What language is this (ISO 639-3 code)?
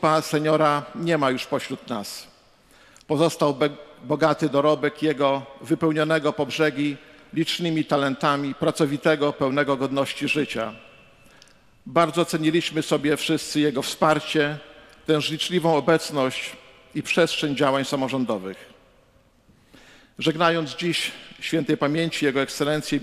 pol